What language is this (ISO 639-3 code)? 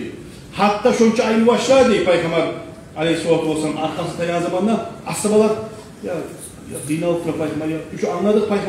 kum